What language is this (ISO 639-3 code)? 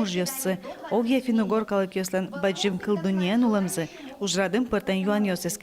udm